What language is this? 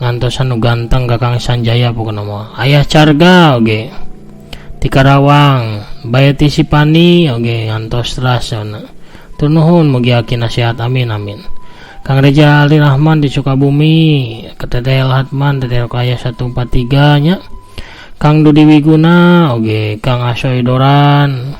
Sundanese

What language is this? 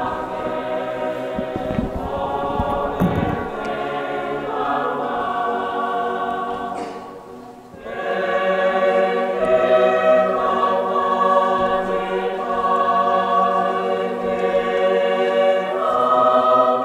Tongan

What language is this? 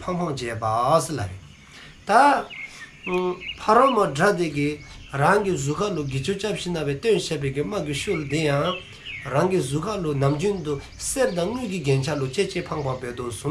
Dzongkha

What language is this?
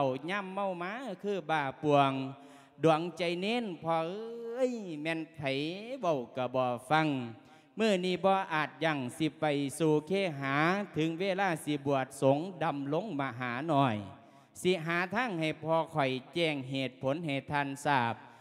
Lao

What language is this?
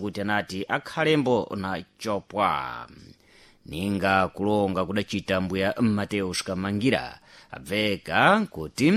Sena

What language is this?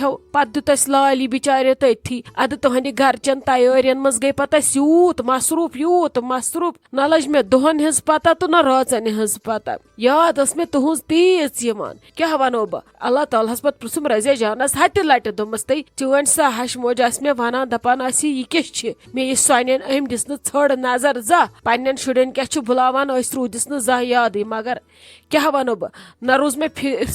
Kashmiri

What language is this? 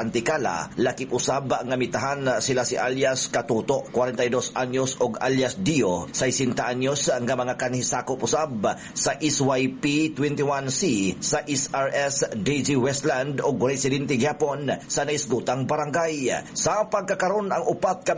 Cebuano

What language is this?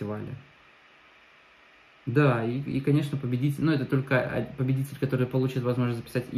Russian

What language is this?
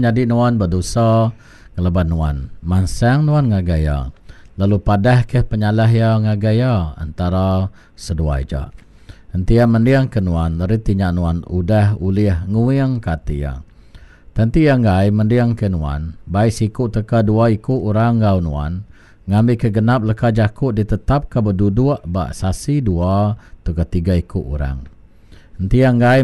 Iban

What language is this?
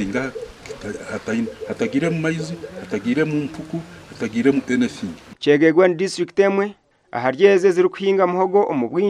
Nyankole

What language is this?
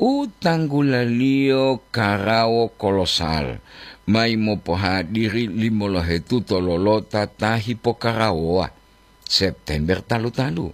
Gorontalo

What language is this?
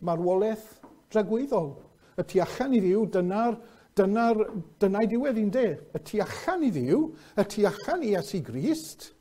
Welsh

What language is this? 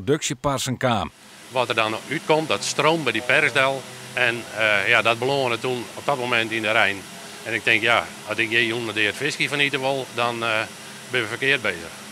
Western Frisian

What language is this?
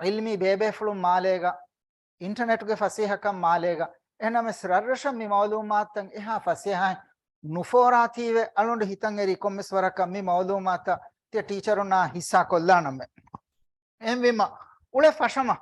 Divehi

